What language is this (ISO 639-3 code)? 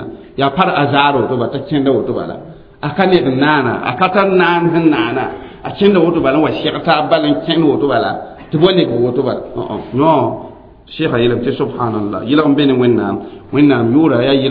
mos